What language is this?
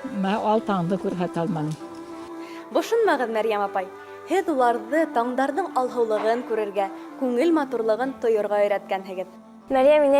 Bashkir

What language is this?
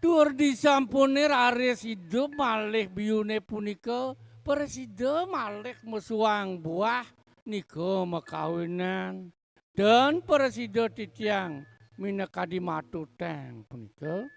Balinese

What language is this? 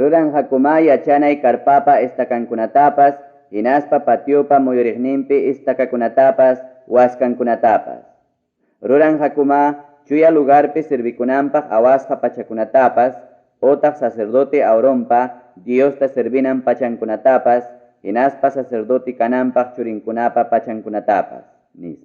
Ayacucho Quechua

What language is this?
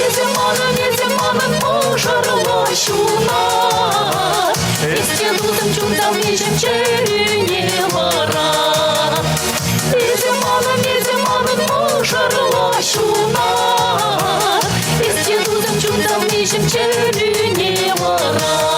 Chuvash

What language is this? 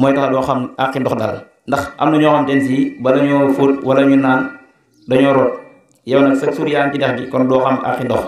Wolof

